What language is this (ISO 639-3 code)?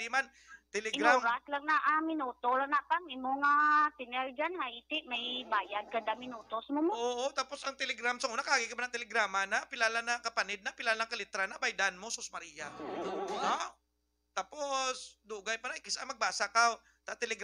hil